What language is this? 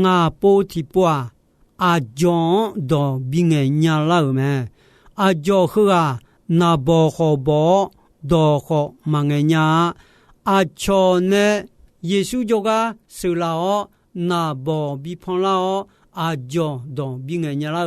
Akha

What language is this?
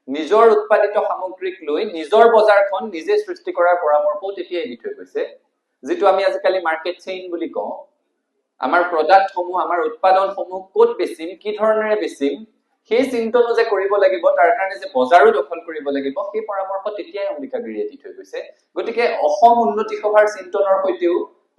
Assamese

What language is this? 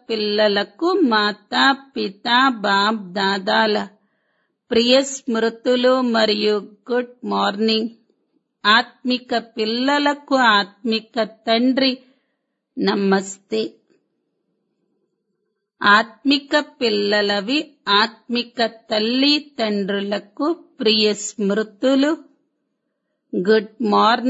Telugu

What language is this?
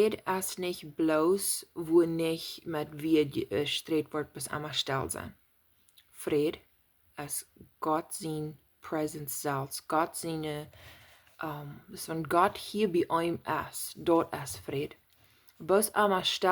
Plautdietsch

